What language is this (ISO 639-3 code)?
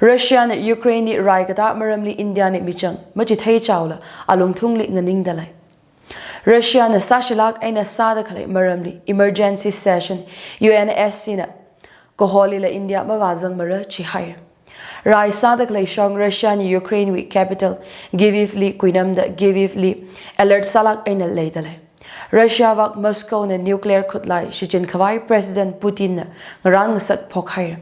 nmf